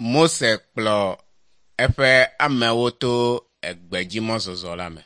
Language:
Ewe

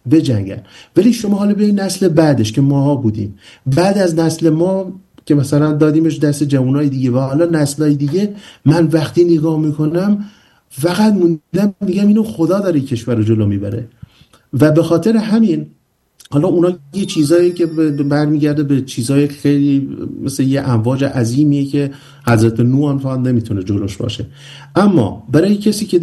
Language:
Persian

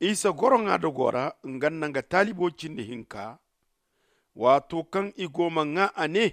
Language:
Zarma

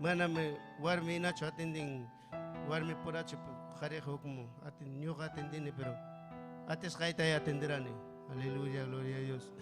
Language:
Ayacucho Quechua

